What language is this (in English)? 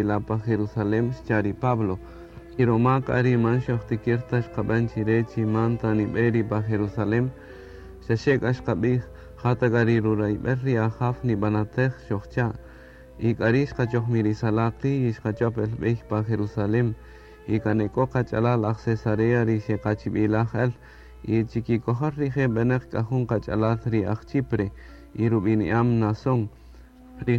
Kaqchikel